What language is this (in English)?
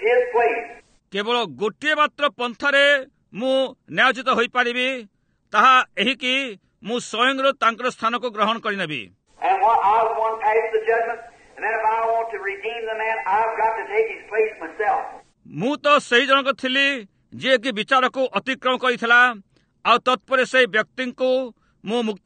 Odia